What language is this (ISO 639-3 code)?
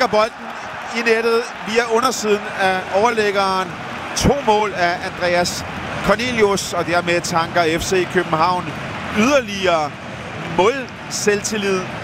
dan